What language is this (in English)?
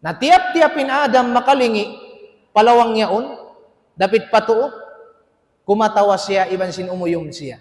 Tausug